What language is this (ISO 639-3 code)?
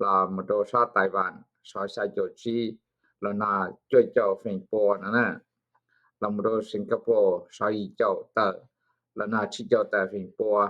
hmn